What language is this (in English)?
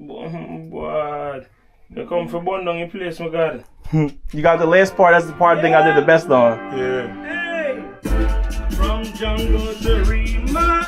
Jamaican Creole English